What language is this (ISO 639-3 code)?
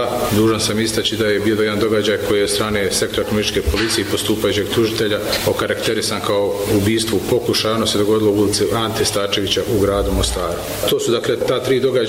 bos